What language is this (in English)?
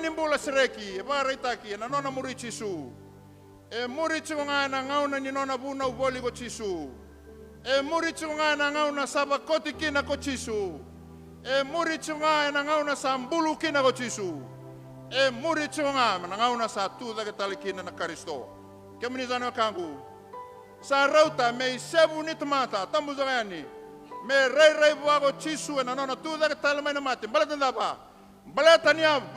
Fijian